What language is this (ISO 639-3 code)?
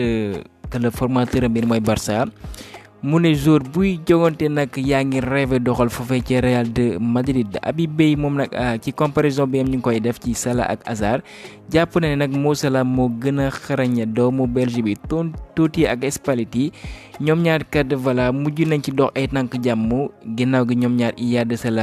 wol